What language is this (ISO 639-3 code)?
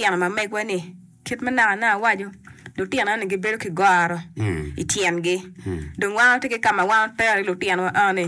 ach